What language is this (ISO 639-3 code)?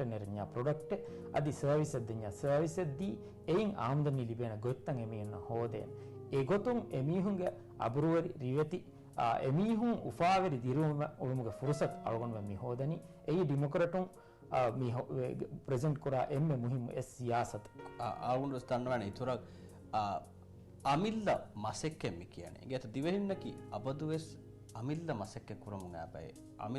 div